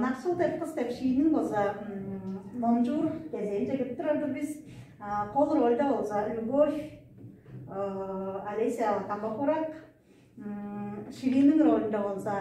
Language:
Tuvinian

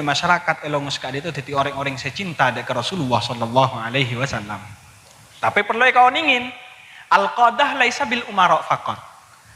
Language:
Madurese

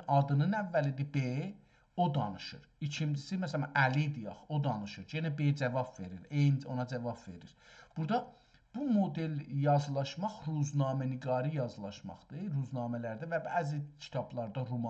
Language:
South Azerbaijani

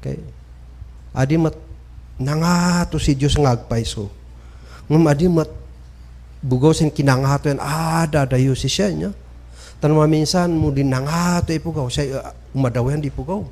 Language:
Kankanaey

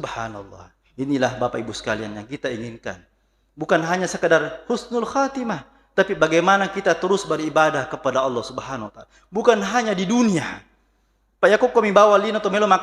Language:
Buginese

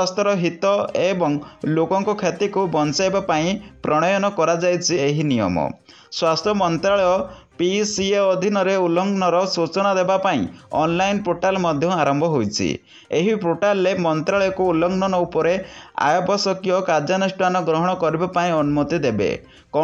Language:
Odia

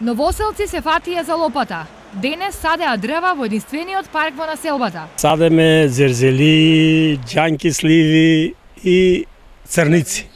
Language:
Macedonian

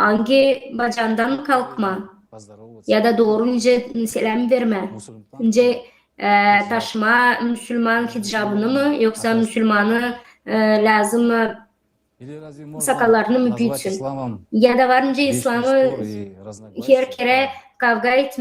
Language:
Gagauz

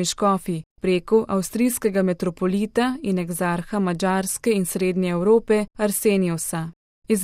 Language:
Slovenian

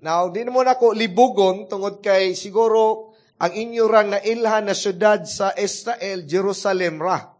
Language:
Cebuano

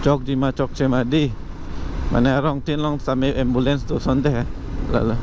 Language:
Karbi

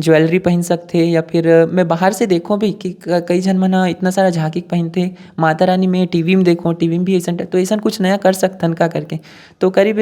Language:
Chhattisgarhi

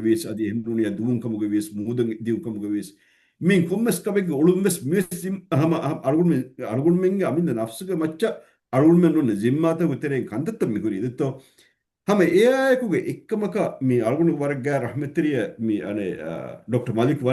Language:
Divehi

